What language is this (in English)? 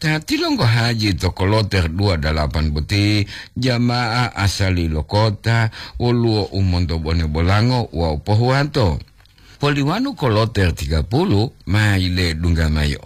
Gorontalo